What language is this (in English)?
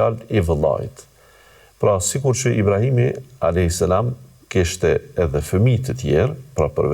Albanian